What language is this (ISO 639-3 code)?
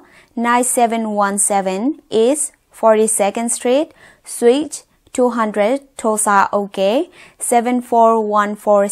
ctd